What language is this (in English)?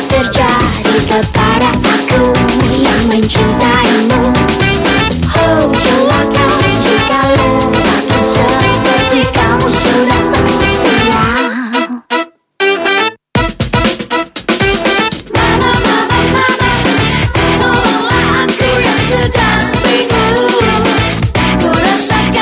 Indonesian